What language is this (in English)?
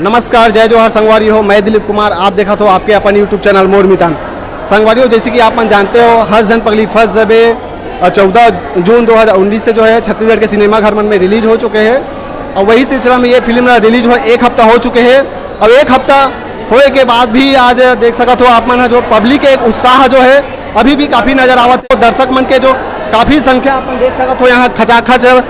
Chhattisgarhi